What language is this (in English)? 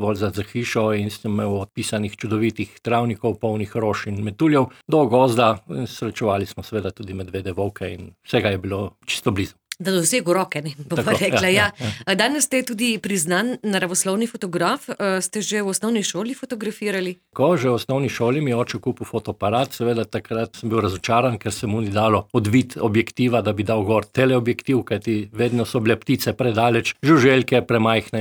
Slovenian